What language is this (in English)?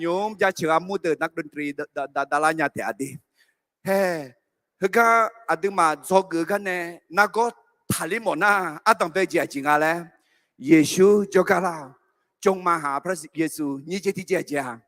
Akha